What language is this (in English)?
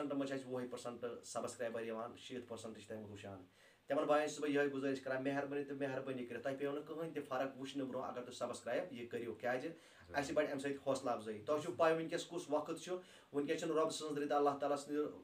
Kashmiri